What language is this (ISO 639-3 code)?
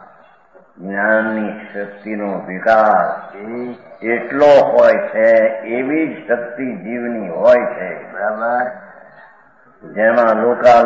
guj